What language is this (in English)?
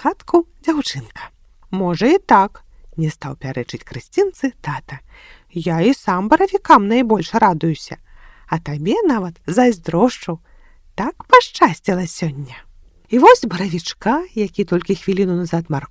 Belarusian